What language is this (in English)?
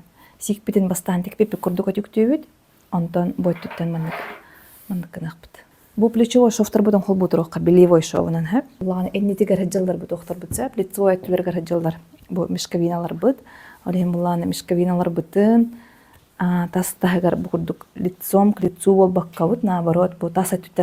Yakut